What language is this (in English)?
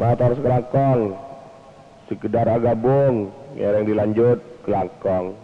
Madurese